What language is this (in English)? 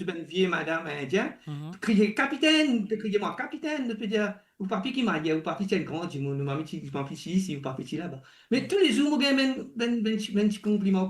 Morisyen